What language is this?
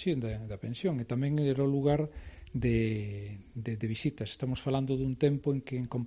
Galician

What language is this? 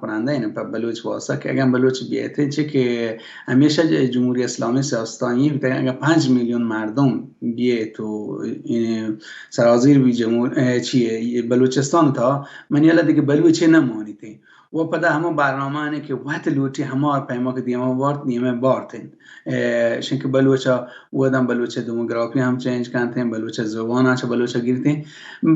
Baluchi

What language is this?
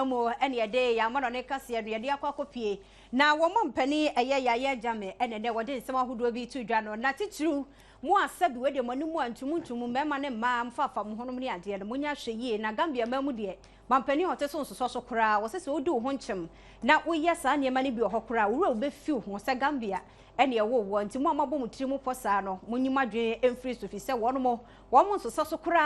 Akan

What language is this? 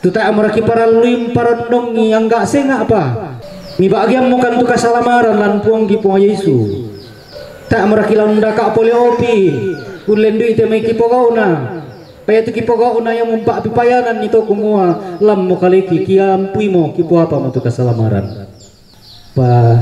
Toraja-Sa'dan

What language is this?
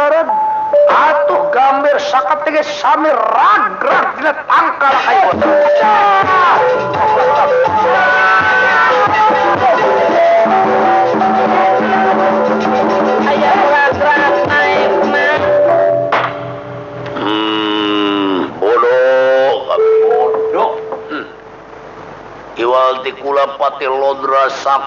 Sundanese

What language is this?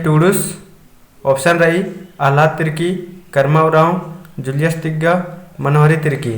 Kurukh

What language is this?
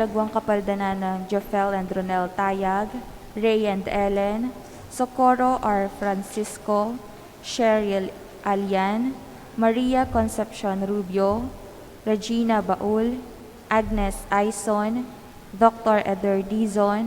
Pampanga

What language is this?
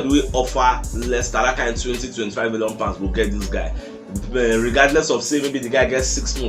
Nigerian Pidgin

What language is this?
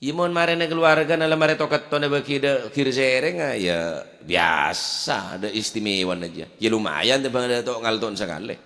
Madurese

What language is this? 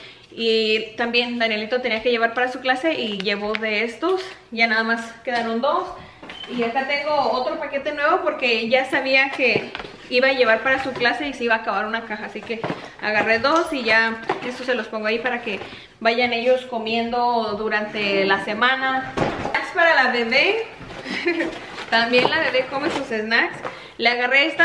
Spanish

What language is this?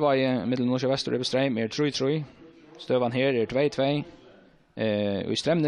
Faroese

